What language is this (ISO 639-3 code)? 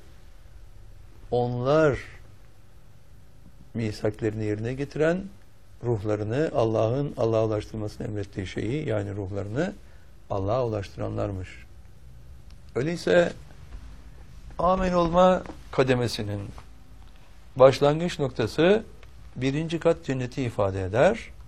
tur